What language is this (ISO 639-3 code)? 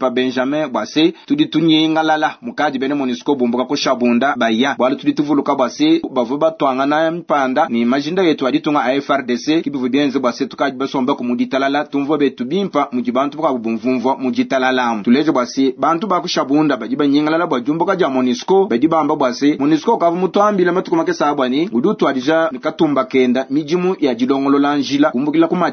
lua